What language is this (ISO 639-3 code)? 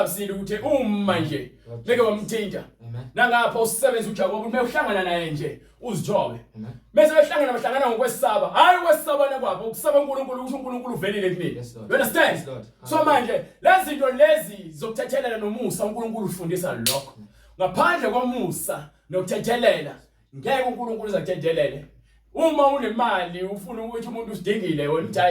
zul